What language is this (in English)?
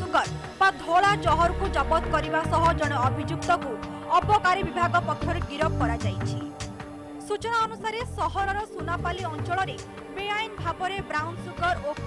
Odia